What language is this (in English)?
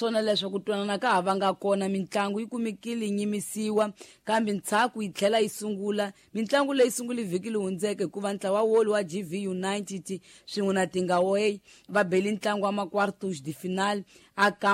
Tsonga